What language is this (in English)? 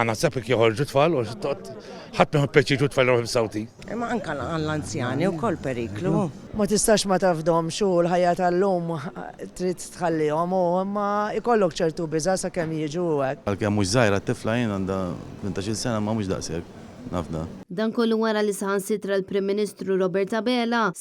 Maltese